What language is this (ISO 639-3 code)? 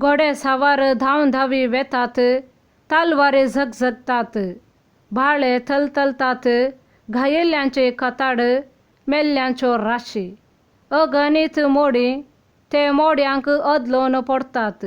kok